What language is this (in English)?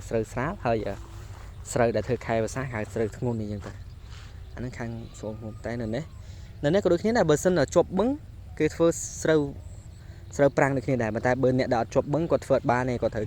Khmer